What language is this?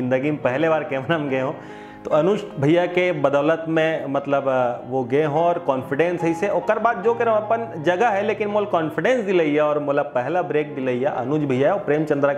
Chhattisgarhi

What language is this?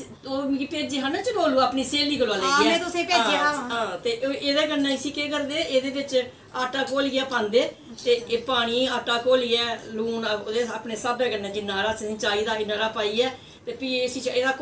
Dogri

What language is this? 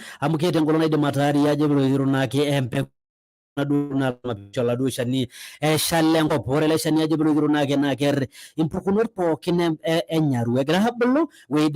Masai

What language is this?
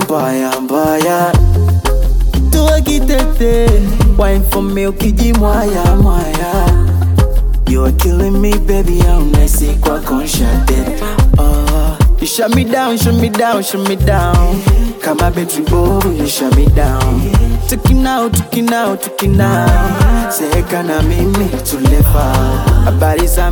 Swahili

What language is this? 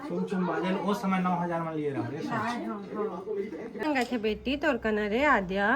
Chhattisgarhi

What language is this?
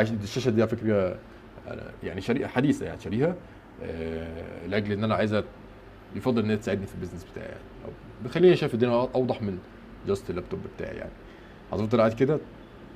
Egyptian Arabic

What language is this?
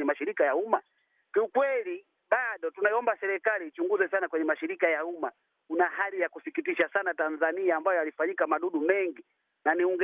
Swahili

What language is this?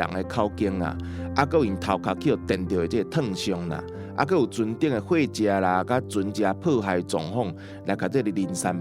Min Nan Chinese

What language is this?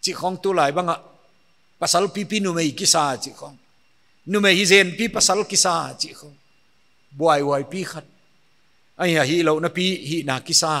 Paite Chin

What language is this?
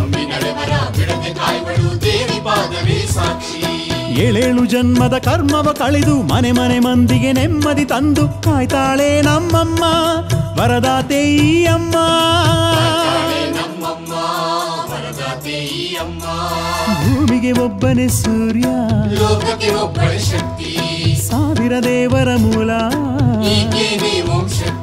Kannada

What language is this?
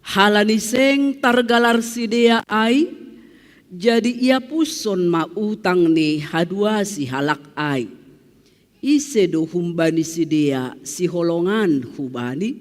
Batak Simalungun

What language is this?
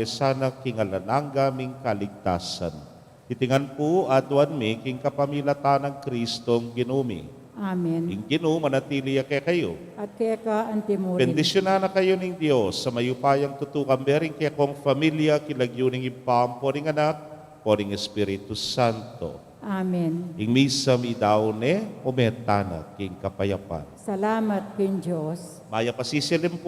Pampanga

